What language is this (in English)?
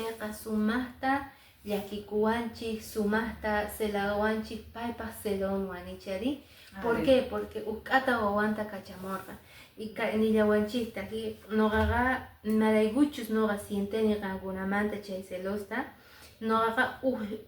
Quechua